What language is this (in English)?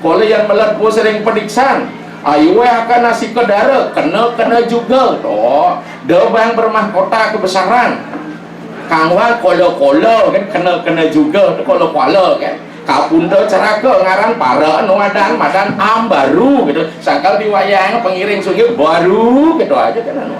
Balinese